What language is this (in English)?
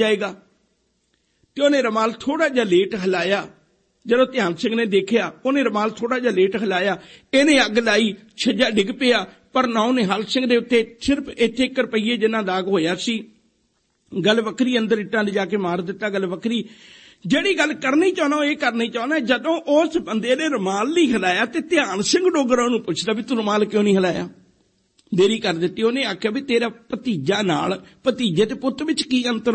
Punjabi